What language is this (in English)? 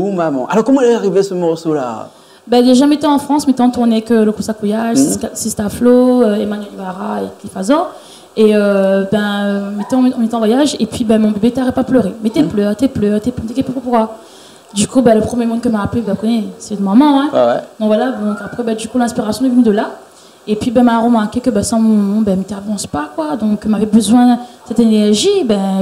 Réunion Creole French